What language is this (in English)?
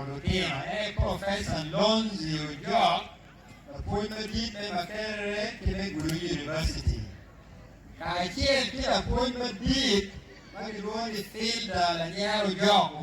Acoli